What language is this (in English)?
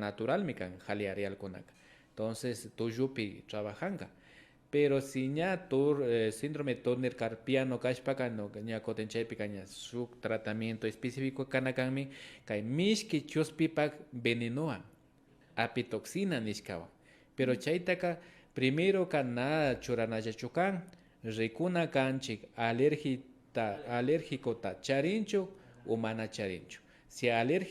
Imbabura Highland Quichua